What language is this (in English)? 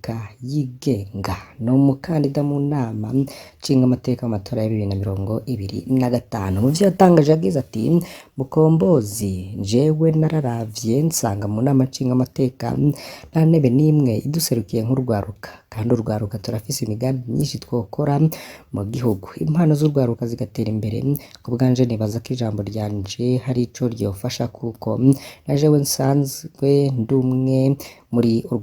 Rundi